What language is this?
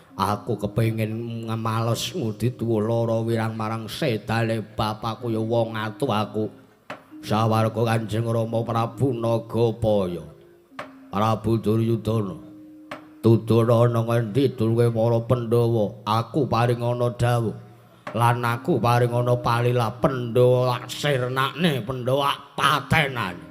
Javanese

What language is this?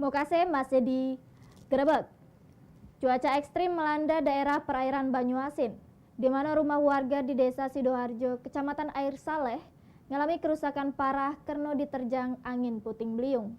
Musi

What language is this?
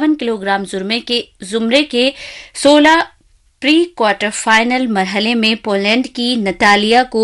Urdu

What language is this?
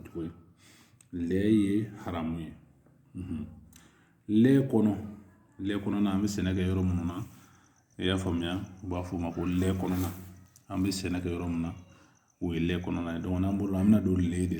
Bambara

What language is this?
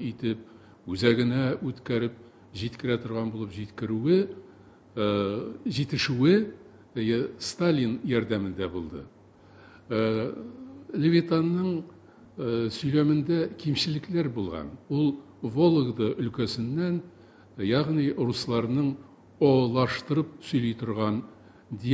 Tatar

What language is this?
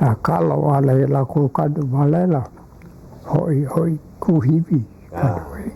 Hawaiian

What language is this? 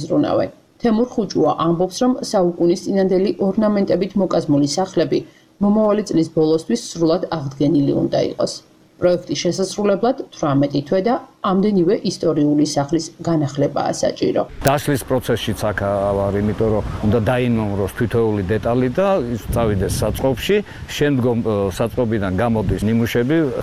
Georgian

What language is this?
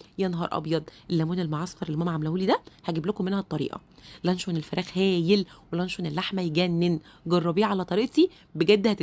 Egyptian Arabic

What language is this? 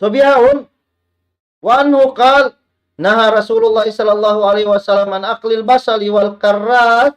Tausug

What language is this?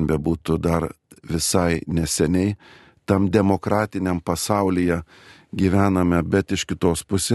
Lithuanian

